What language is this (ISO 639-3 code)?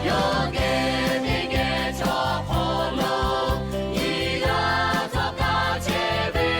lhu